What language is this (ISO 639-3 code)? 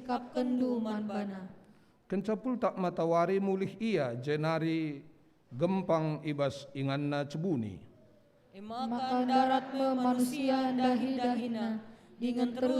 btx